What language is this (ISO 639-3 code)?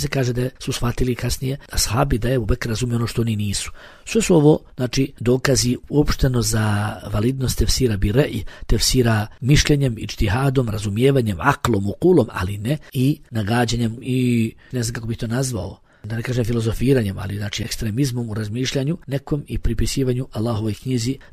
bos